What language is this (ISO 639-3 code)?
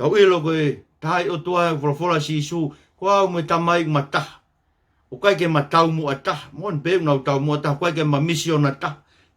ton